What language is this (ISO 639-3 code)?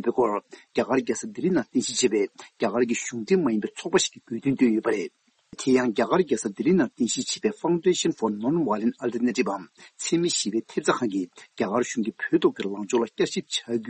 bod